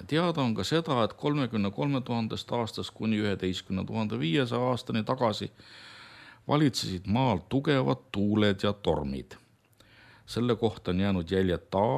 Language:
Estonian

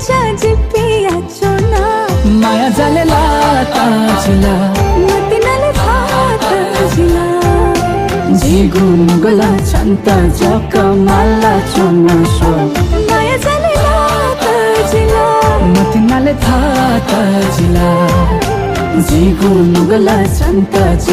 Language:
Newari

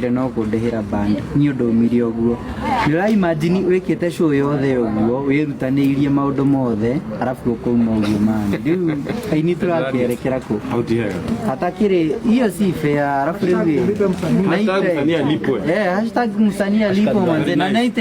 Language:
Kikuyu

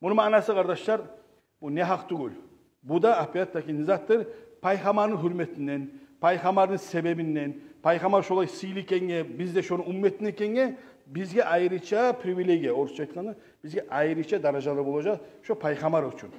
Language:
Kumyk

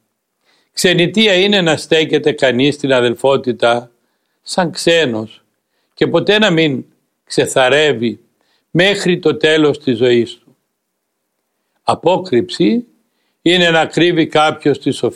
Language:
Greek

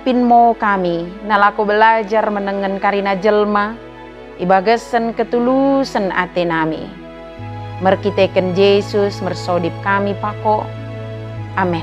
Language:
Batak Dairi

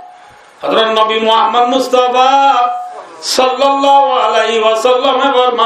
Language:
Rohingya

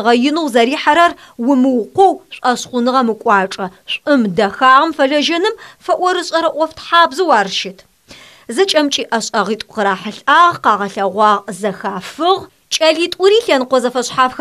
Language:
Adyghe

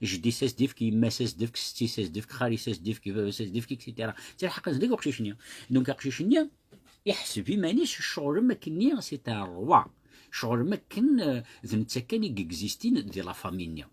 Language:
Kabyle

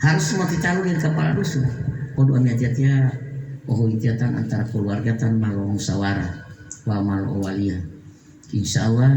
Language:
Gorontalo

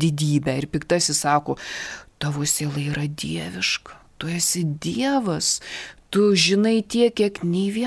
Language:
Lithuanian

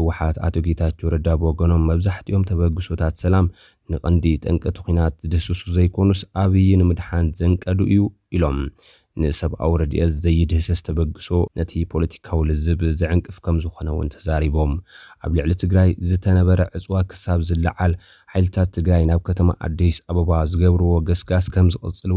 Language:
Tigrinya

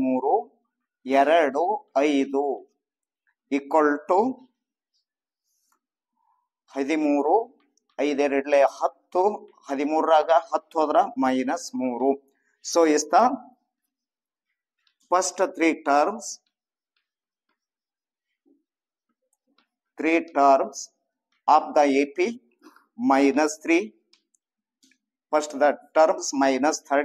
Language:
Kannada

